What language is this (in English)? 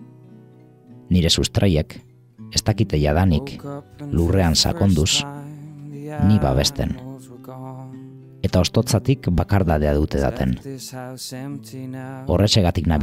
Basque